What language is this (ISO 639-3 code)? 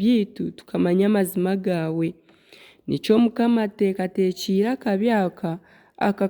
nyn